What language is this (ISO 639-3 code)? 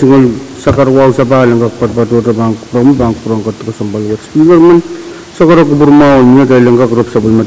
pon